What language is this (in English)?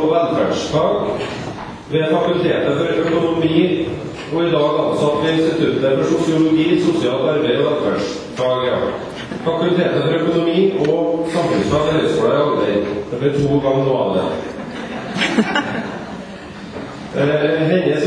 Norwegian